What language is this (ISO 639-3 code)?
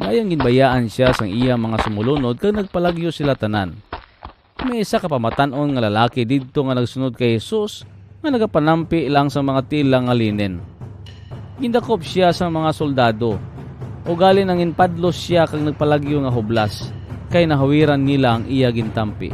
hil